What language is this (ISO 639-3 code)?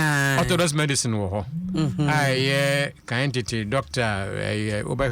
aka